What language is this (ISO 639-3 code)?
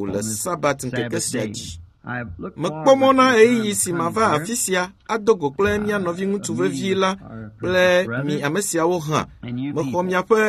ewe